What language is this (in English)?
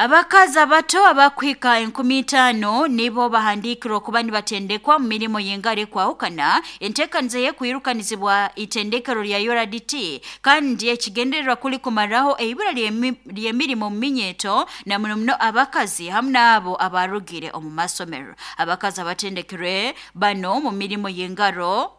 Nyoro